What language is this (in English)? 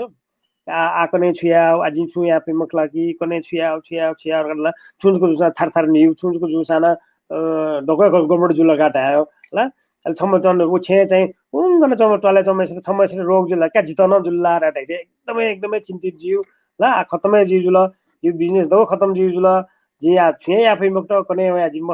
Newari